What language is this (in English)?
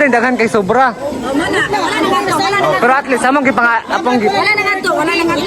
Cebuano